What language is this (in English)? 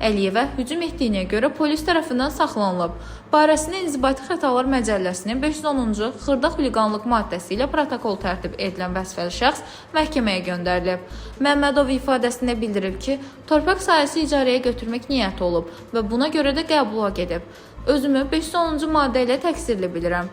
Azerbaijani